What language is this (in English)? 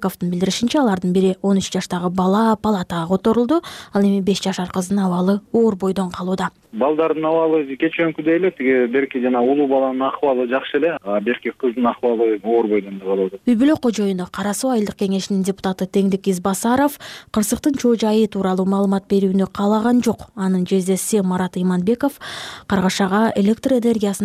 Kyrgyz